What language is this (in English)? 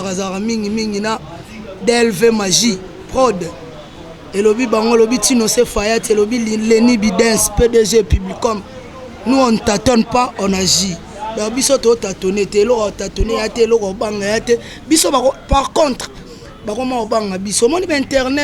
Lingala